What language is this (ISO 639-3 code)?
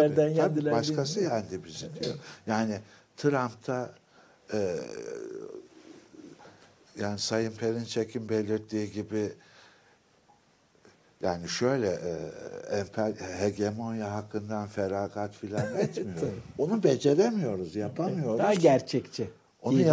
tur